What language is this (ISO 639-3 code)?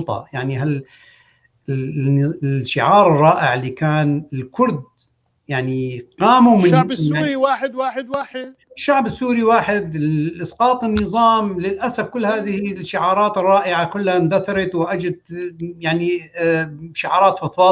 apc